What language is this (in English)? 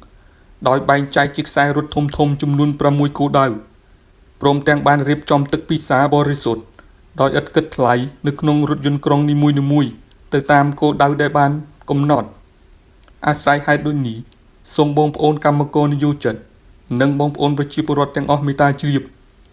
Khmer